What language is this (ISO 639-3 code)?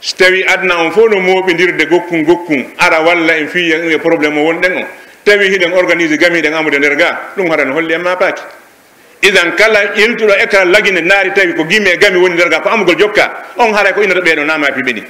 fuf